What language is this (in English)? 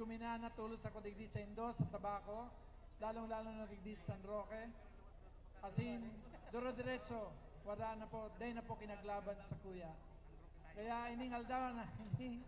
Bikol